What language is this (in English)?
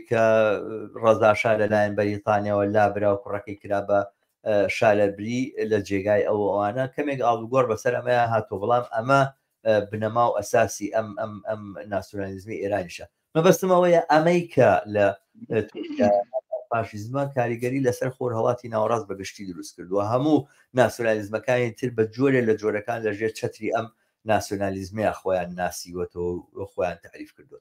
Central Kurdish